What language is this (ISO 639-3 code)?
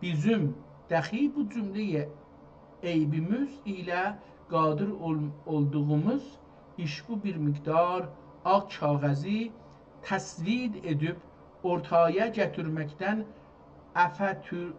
azb